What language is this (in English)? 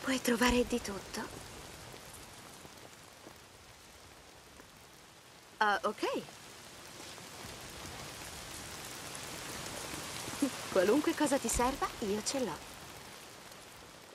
Italian